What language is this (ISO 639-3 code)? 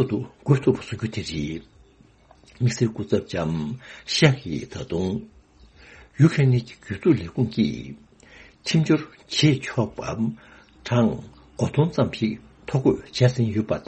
bod